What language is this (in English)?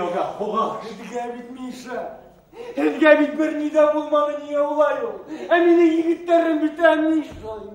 Bashkir